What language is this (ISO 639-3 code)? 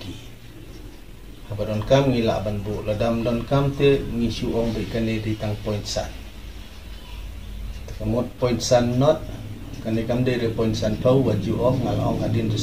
kha